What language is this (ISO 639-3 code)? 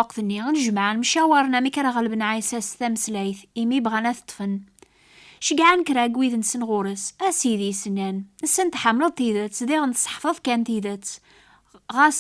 kab